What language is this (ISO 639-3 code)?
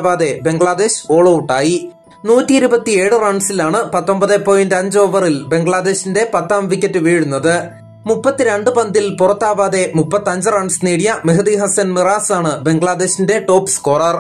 mal